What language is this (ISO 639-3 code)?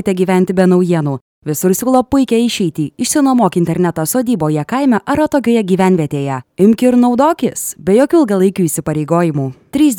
lit